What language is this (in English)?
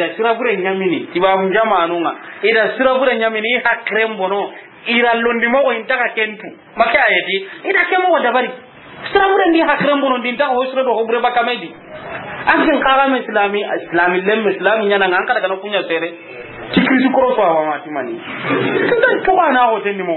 Soninke